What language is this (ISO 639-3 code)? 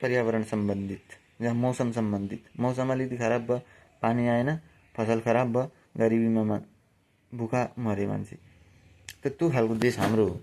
nep